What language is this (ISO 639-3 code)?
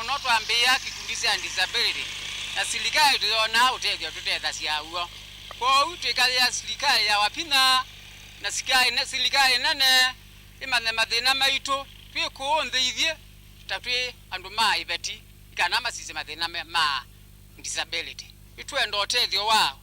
kam